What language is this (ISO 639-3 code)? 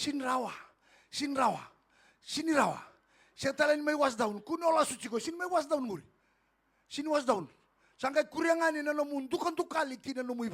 fij